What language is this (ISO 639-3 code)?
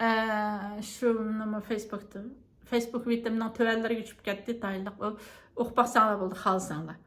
uig